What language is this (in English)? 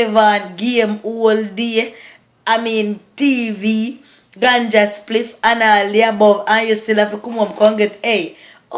Jamaican Creole English